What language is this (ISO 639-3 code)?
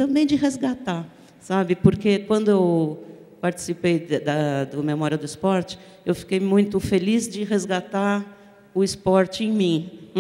por